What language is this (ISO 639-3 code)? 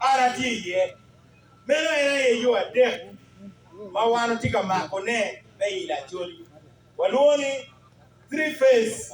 ach